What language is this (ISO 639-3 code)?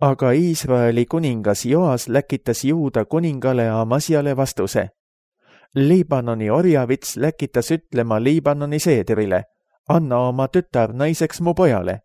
est